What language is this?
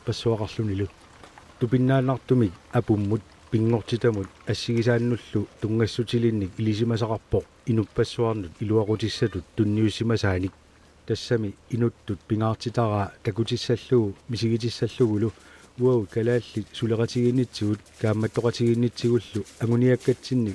Kalaallisut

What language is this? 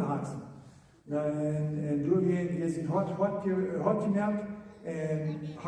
Plautdietsch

